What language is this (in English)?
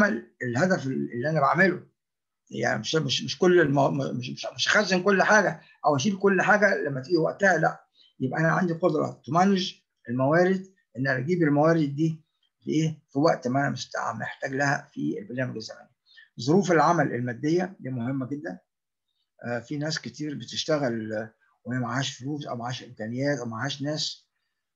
Egyptian Arabic